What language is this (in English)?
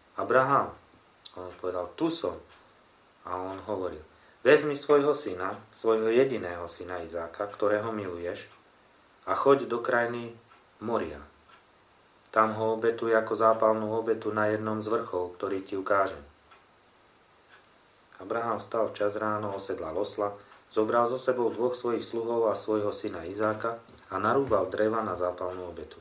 Slovak